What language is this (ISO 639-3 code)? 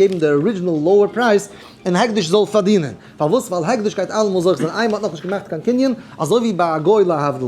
yid